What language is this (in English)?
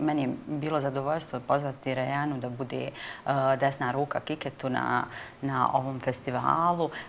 Bosnian